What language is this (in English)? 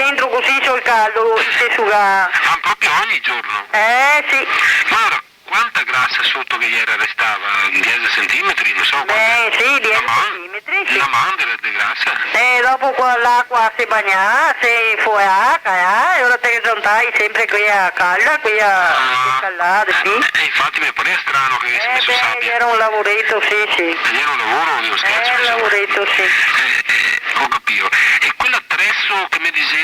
Venetian